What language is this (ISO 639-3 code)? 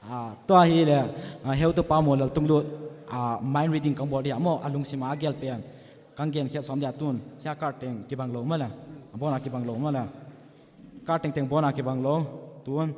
pck